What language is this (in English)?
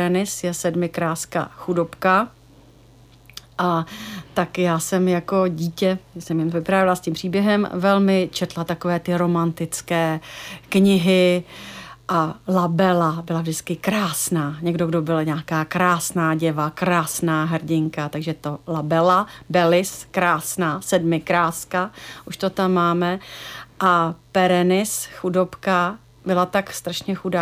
Czech